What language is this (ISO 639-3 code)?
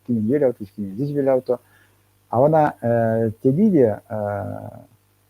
myv